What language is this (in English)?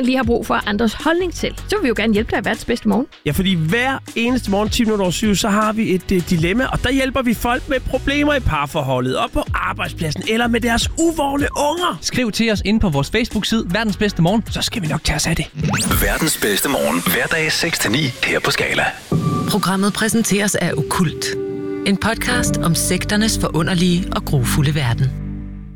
Danish